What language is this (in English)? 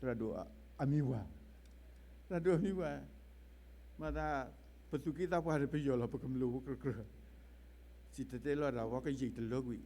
S'gaw Karen